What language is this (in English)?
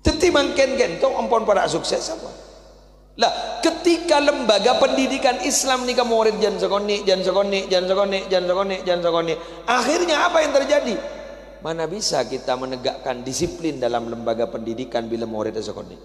Madurese